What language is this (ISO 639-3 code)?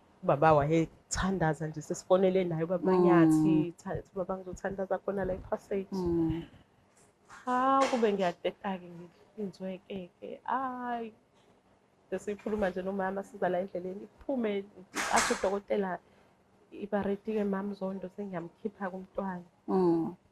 zul